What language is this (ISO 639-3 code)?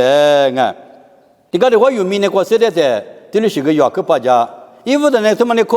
lis